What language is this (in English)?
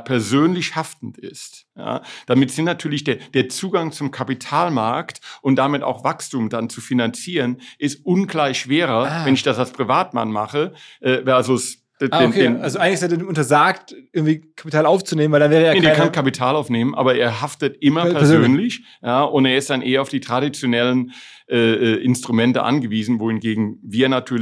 German